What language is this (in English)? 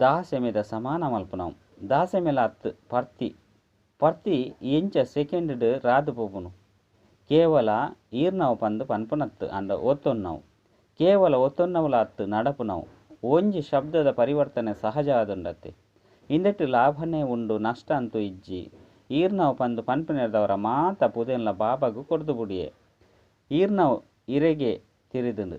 Tulu